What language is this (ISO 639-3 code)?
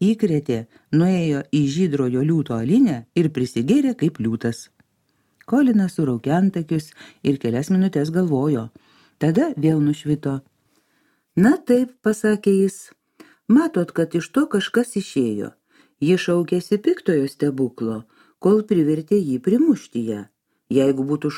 lit